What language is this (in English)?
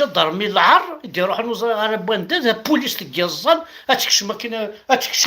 Kabyle